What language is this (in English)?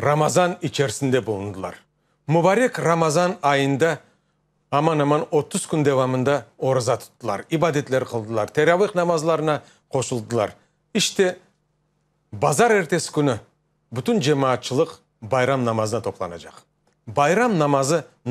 Crimean Tatar